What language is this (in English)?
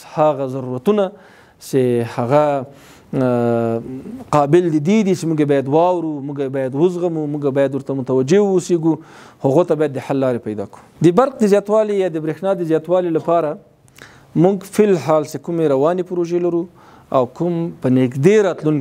Pashto